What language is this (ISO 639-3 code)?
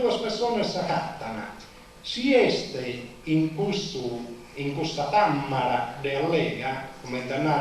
srd